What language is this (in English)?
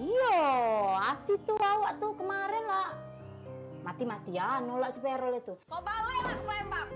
Musi